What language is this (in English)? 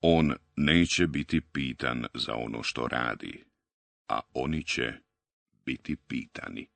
Bosnian